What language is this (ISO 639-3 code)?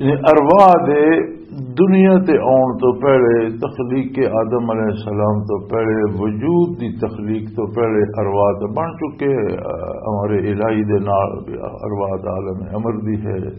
lah